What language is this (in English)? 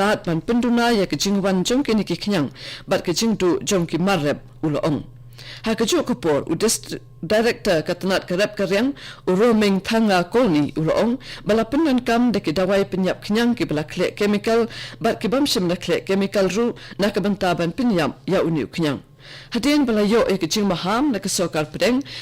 Khasi